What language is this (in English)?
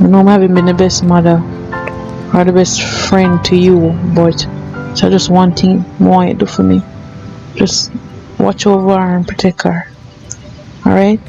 Jamaican Creole English